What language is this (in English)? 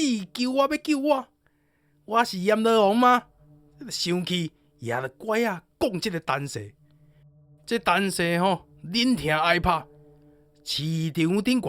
Min Nan Chinese